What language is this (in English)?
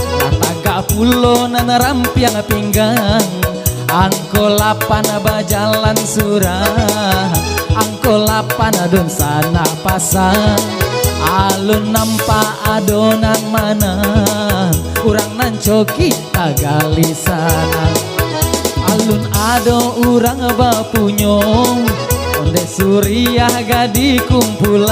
Minangkabau